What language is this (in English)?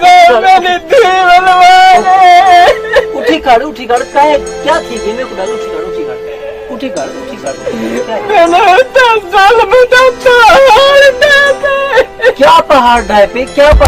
Saraiki